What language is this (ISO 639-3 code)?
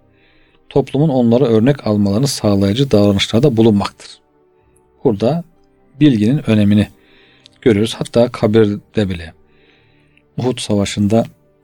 tur